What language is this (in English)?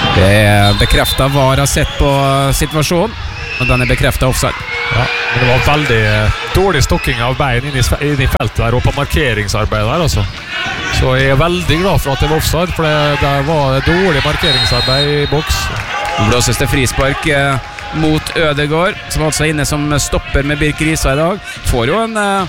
Norwegian